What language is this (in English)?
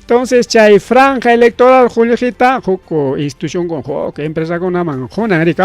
Ayacucho Quechua